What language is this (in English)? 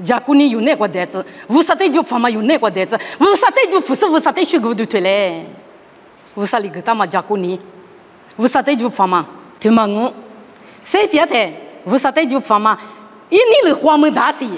Lisu